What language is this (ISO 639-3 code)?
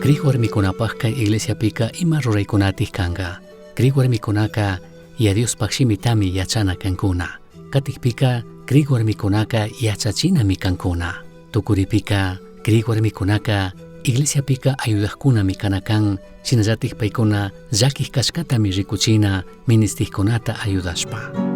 qug